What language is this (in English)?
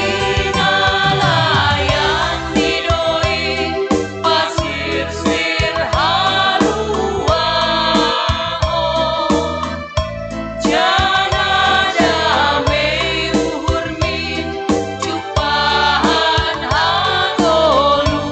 Batak Simalungun